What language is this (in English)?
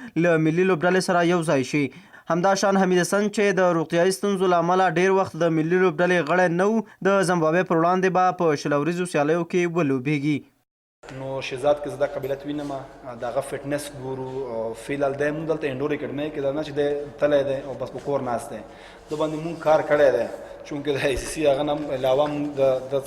Pashto